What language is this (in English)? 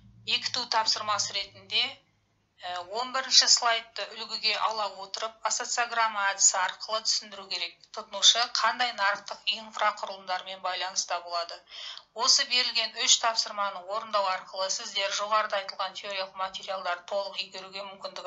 Kazakh